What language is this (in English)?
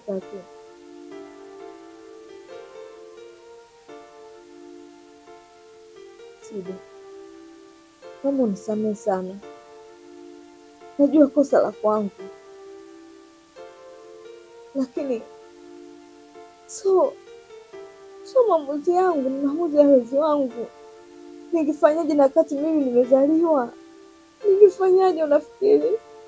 Swahili